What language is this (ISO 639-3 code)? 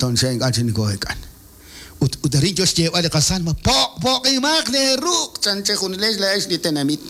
kek